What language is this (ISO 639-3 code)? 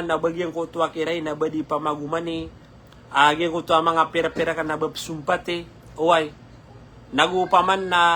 mrw